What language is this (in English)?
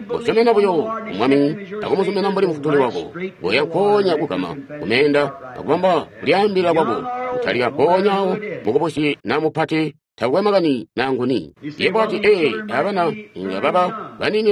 Tonga (Zambia)